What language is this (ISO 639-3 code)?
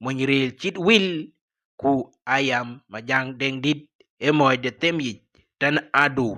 din